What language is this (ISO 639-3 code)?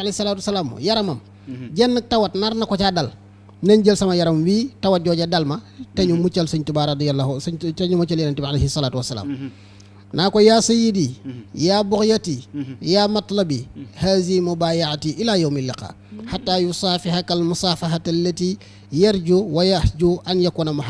wol